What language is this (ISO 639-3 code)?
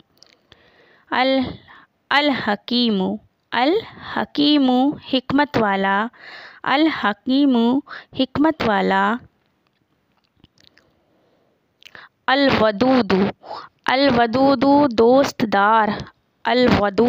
urd